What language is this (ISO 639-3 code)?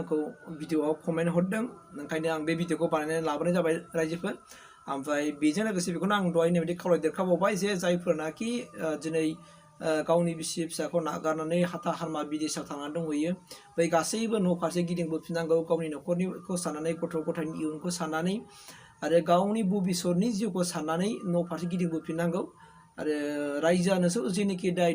brx